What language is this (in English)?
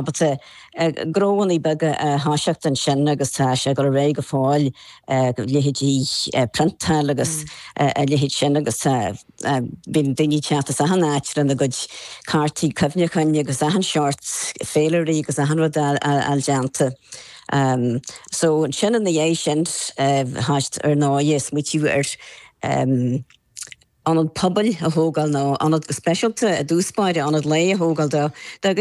Irish